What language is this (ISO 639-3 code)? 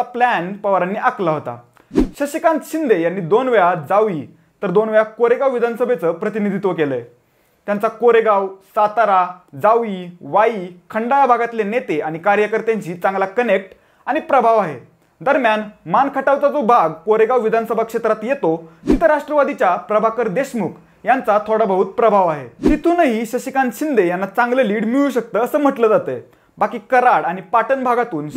mar